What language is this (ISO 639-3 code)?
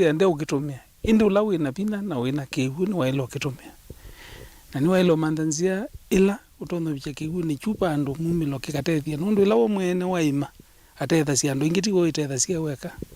kam